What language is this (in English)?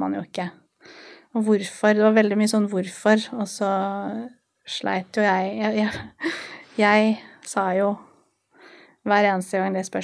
Norwegian